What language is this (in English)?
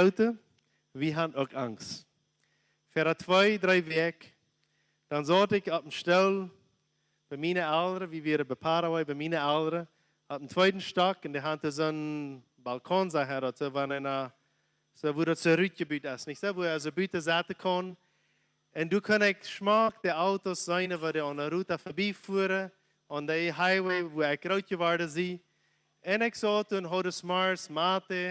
Plautdietsch